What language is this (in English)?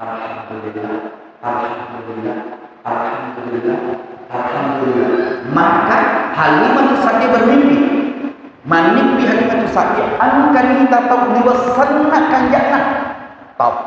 Buginese